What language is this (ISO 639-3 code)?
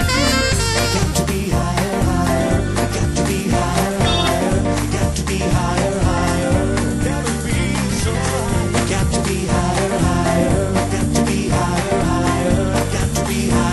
eng